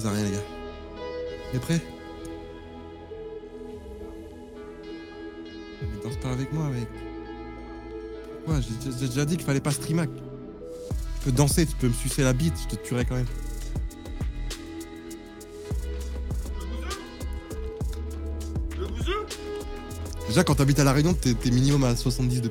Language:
French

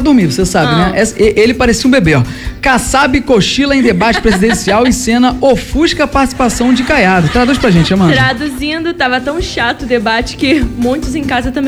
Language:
Portuguese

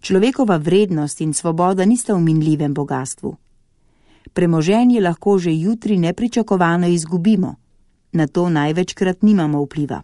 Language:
Slovenian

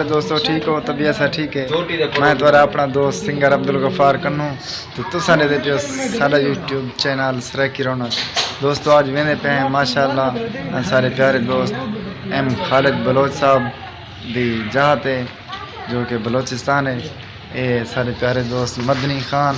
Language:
Saraiki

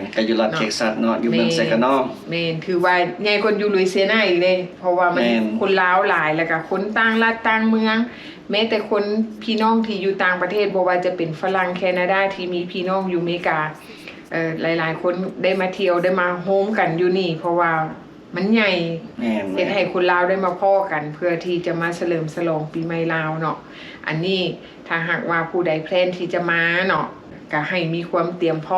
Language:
Lao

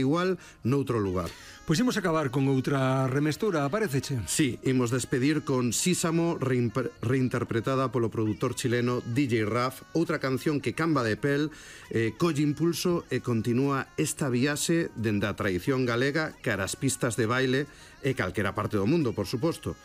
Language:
Galician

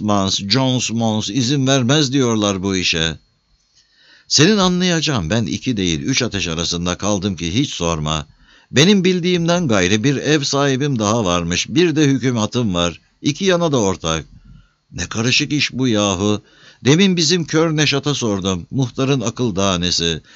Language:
Turkish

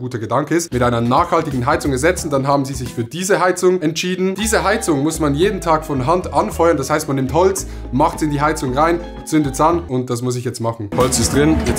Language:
Swiss German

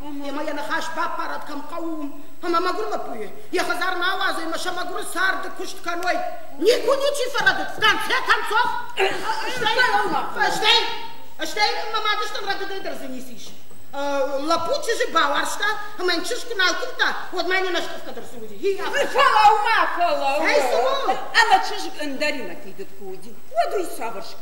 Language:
Ossetic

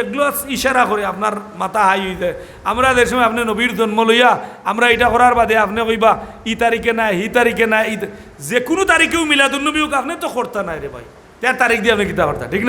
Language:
Sylheti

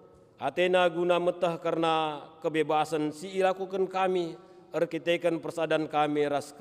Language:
Batak Karo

